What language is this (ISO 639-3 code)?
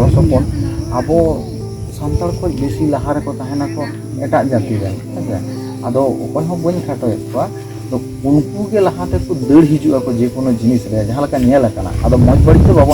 sat